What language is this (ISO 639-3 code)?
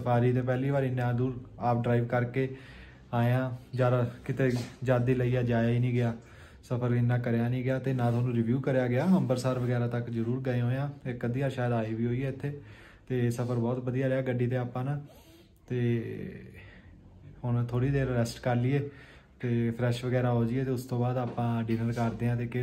pan